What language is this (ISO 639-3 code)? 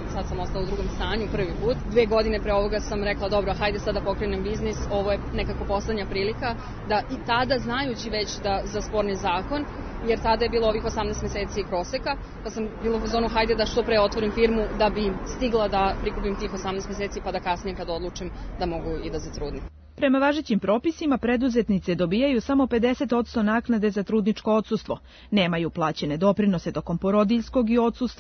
srp